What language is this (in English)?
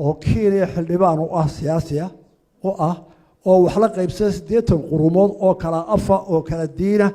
Somali